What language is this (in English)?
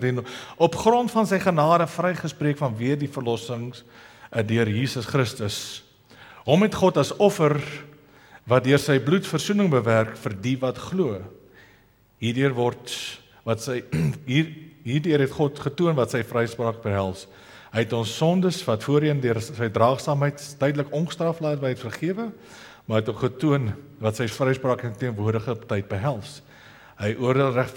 Afrikaans